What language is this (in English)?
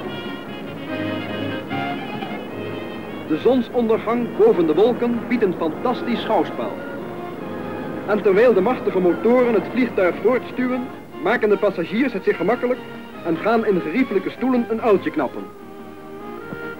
Dutch